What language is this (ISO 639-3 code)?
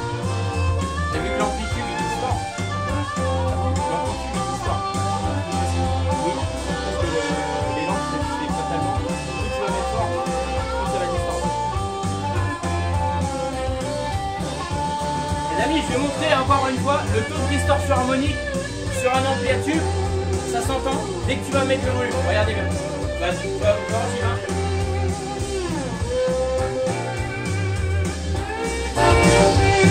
fra